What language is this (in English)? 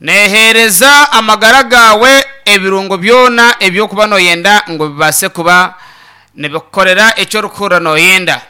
Nyankole